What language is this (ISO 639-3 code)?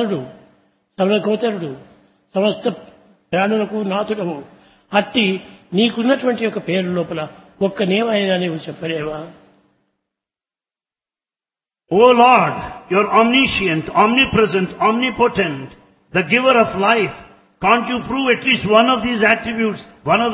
tel